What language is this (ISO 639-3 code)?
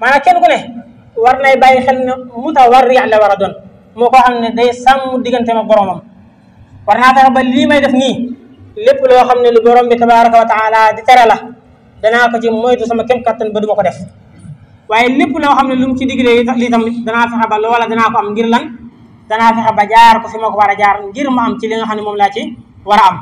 wol